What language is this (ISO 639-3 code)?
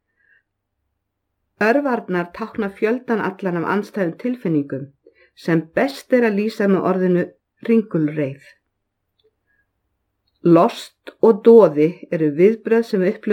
isl